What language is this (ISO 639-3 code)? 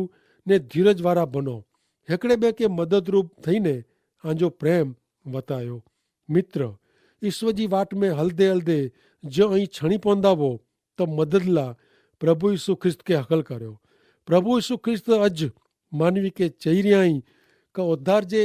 kfr